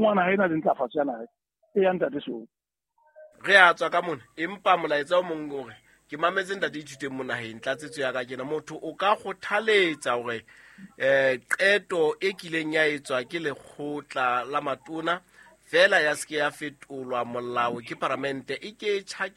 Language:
Southern Sotho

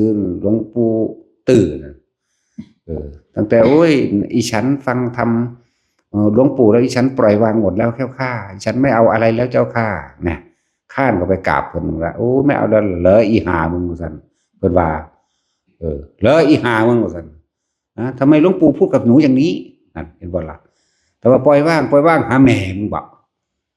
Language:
Northeastern Thai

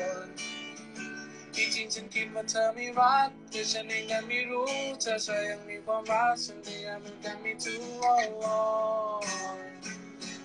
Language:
Thai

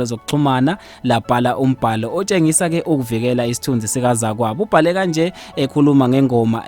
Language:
Zulu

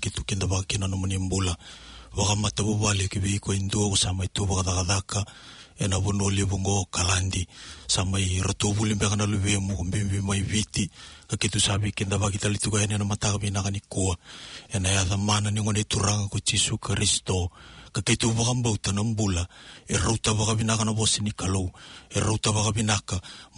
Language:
Fijian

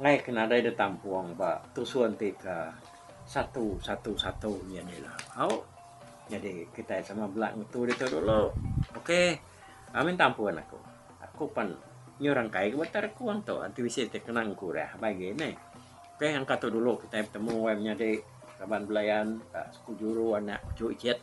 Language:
Iban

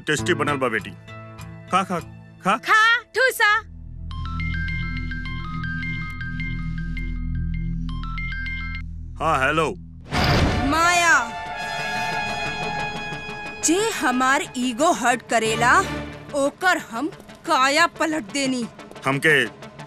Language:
Bhojpuri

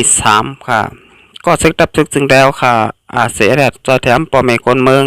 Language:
Shan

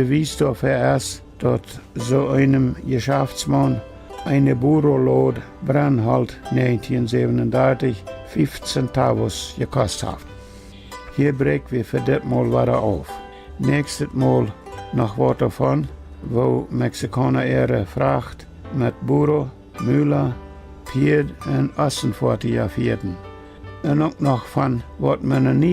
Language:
Plautdietsch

